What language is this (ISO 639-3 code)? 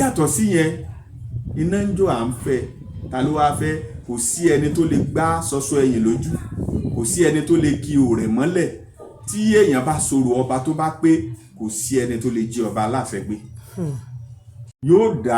yor